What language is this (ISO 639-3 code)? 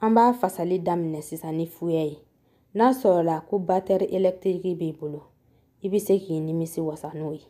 bam